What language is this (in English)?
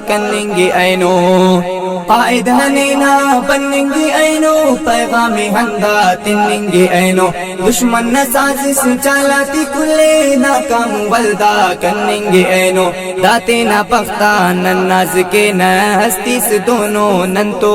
Brahui